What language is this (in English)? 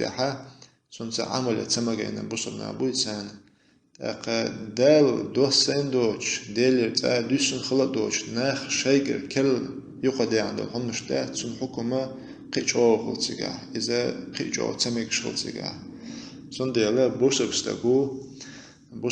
Chechen